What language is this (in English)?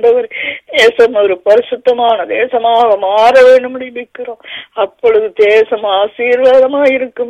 Tamil